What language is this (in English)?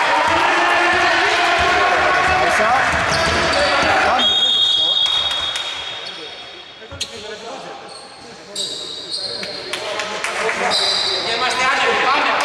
Greek